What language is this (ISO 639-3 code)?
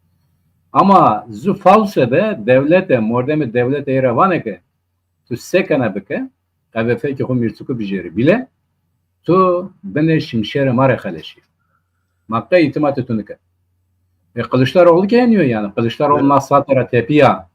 zza